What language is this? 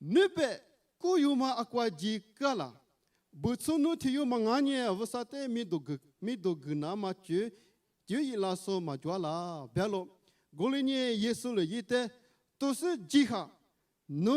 Lisu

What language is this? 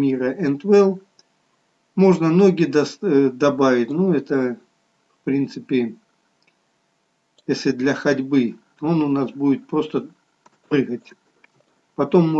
Russian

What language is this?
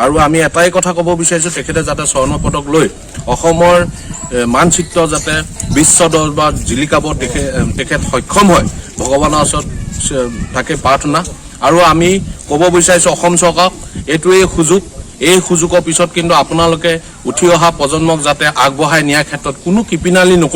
Assamese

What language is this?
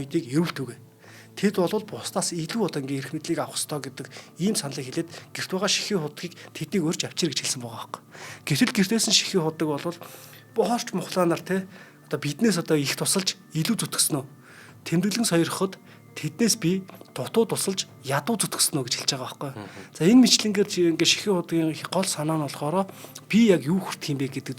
Mongolian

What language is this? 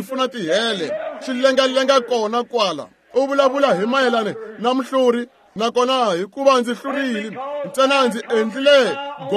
Tsonga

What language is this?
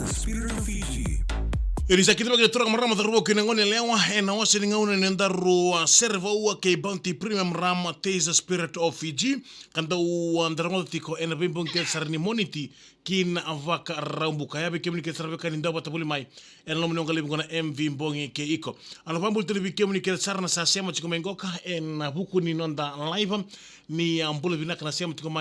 Fijian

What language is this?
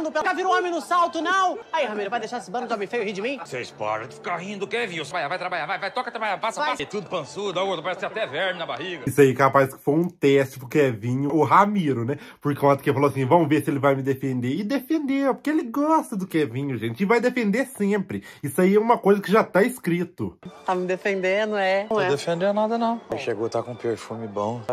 Portuguese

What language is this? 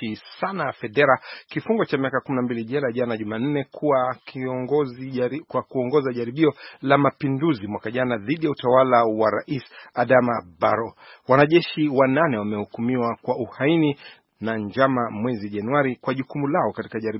Swahili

